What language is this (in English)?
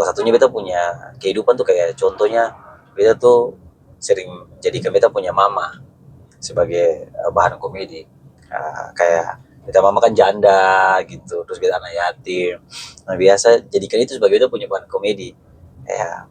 Ambonese Malay